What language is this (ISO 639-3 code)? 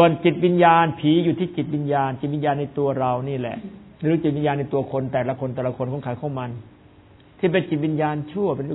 tha